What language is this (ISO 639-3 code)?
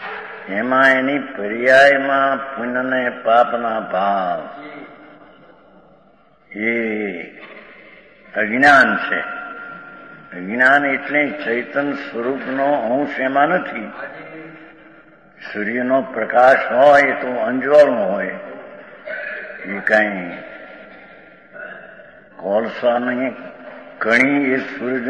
guj